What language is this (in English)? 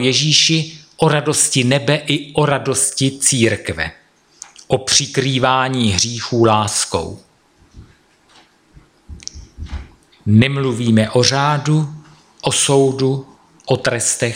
Czech